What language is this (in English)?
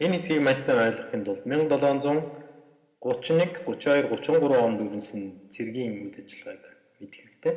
Mongolian